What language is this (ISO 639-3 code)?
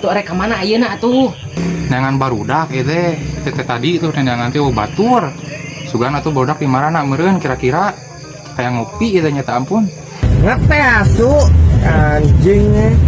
sun